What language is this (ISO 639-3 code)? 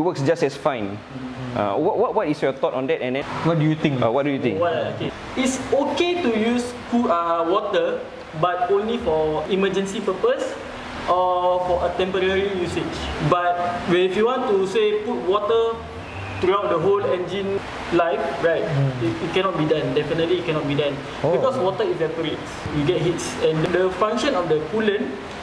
eng